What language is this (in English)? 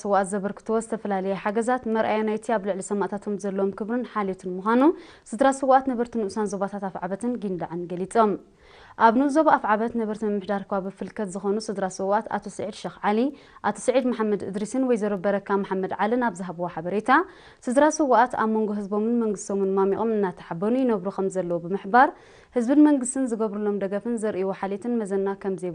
Tigrinya